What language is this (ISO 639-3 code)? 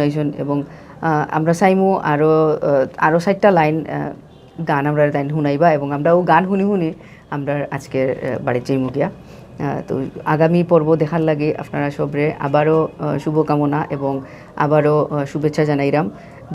syl